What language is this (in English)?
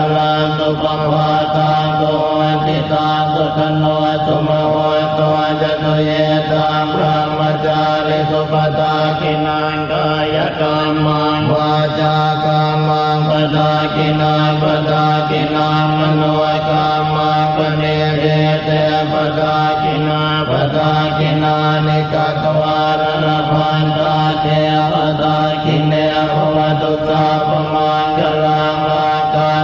Pali